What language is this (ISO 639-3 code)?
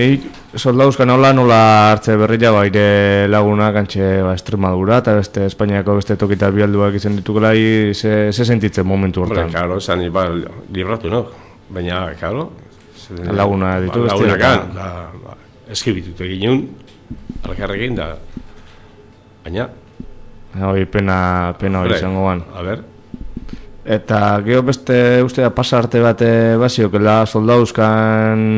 eus